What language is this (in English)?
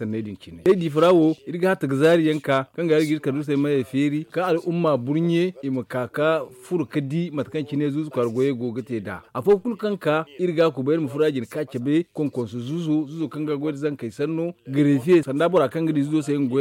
Zarma